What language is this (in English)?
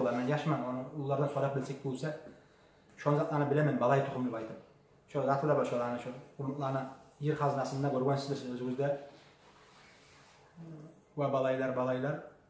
Kumyk